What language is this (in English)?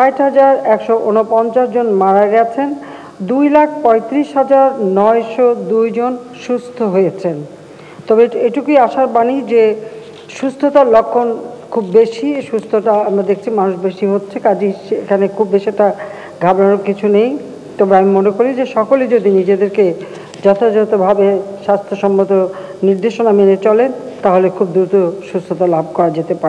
Bangla